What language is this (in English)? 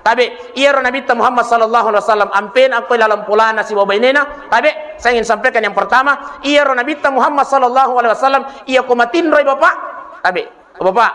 Buginese